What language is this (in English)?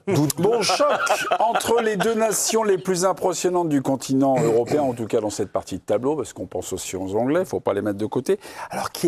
French